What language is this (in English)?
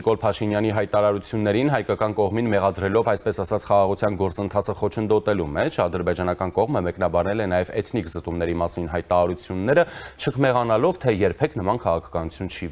Armenian